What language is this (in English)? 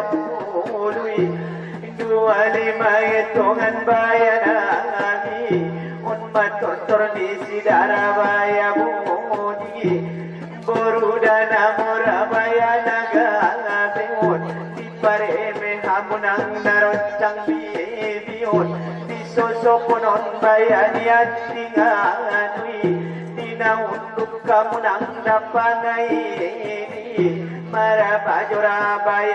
Batak Angkola